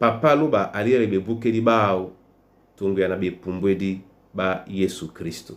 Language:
Duala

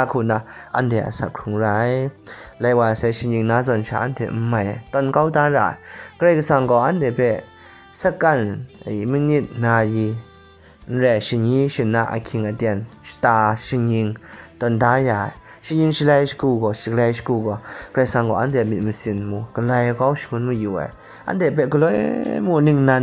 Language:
Kachin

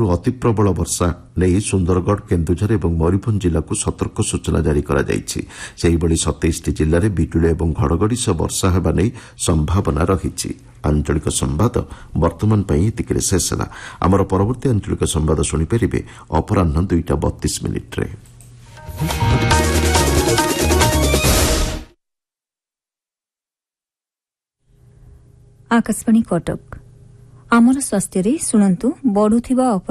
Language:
Odia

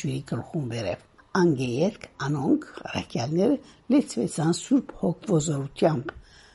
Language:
Western Armenian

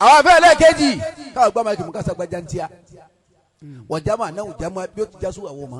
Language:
Yoruba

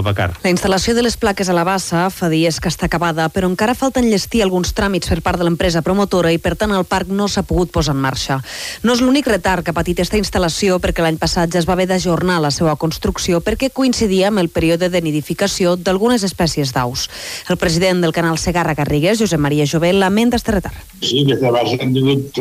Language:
Catalan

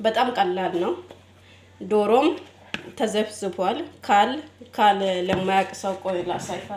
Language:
Amharic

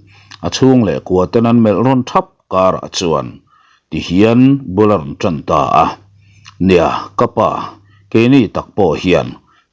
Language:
Mizo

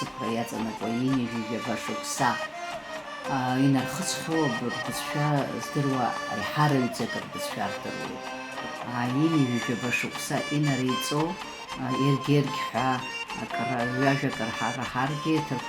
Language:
Abkhazian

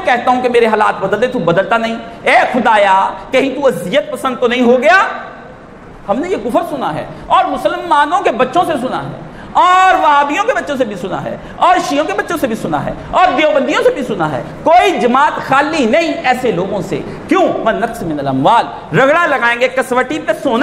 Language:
Urdu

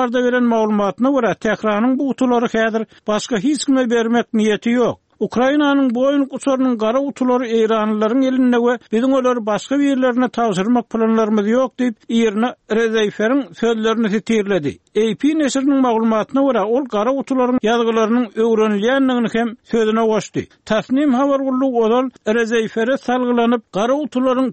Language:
Turkmen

